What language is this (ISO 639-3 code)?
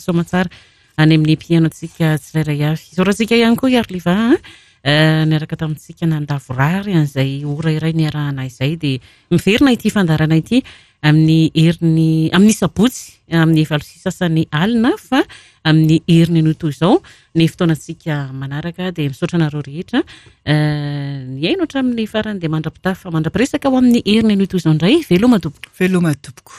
mlg